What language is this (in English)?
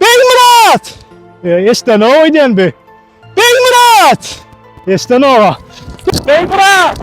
Turkmen